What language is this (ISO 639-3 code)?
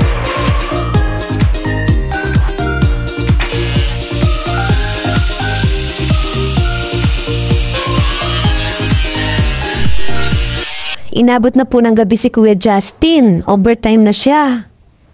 fil